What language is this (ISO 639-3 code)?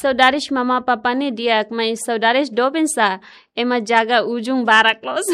tet